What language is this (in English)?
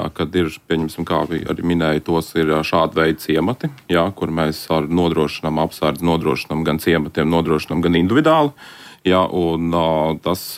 Latvian